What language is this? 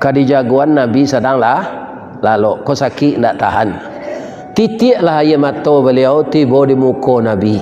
Minangkabau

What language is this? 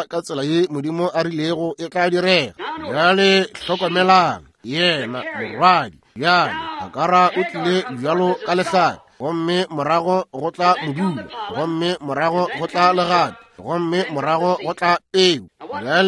Northern Sotho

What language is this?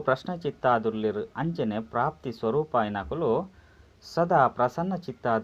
Tulu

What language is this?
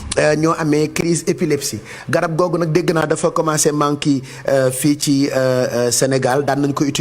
Wolof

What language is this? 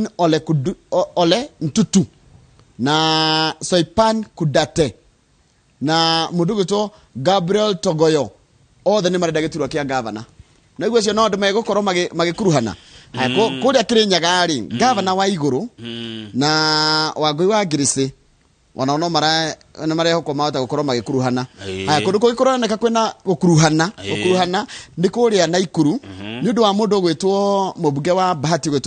Kikuyu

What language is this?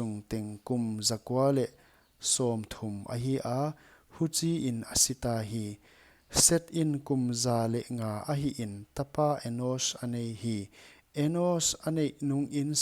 Paite Chin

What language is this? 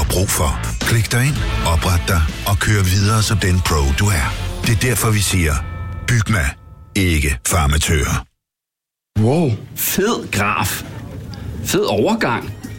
Danish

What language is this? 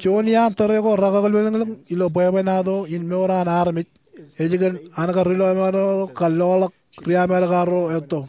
Marshallese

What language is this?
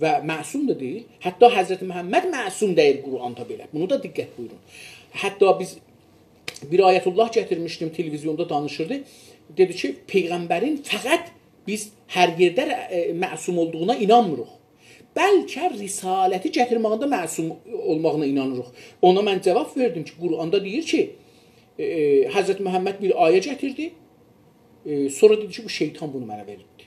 South Azerbaijani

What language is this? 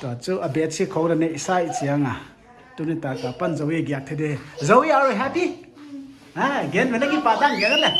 Paite Chin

